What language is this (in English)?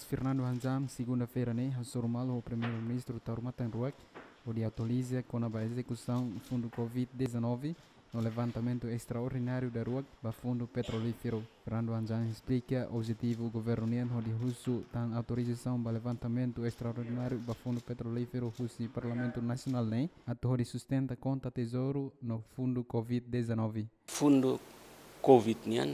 Tetum